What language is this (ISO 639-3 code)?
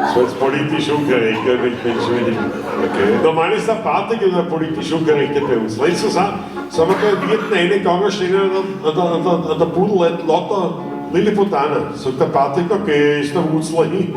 bar